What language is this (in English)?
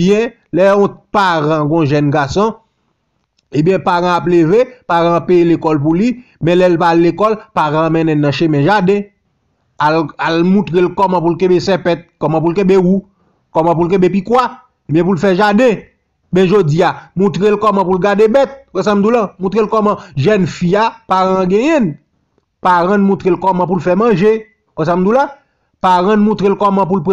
Haitian Creole